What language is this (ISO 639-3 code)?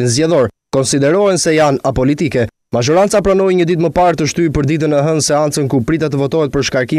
sqi